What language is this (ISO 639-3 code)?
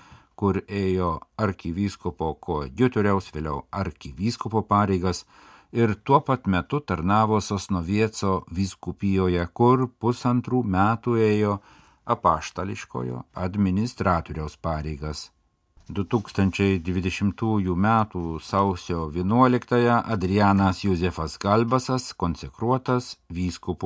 lit